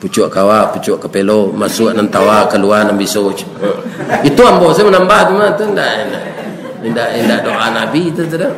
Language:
Minangkabau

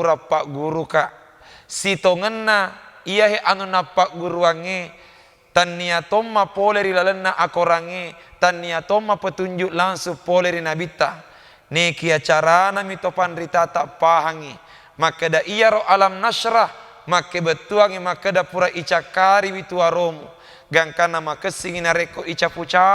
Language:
Buginese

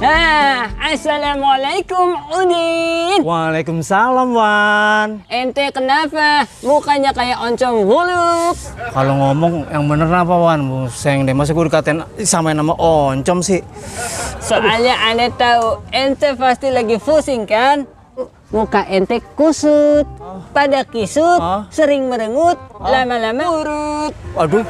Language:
Betawi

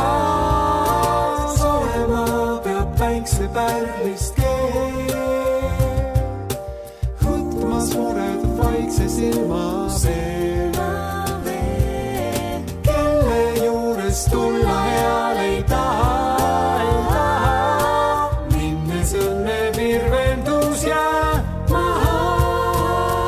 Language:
Estonian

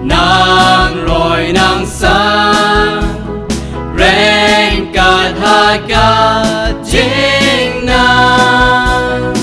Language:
Khasi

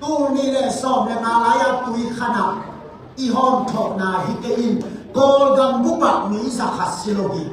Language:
Tedim Chin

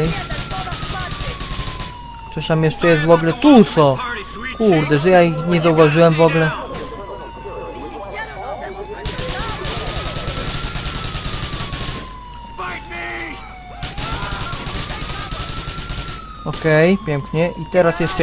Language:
Polish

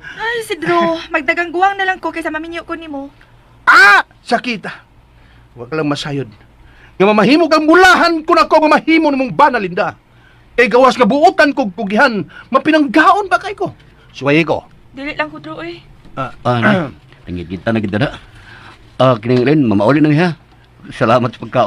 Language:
Cebuano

